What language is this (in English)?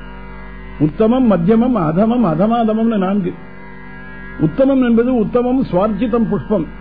Tamil